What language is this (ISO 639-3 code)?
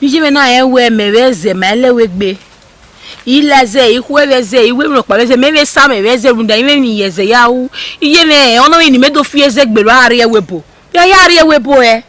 bin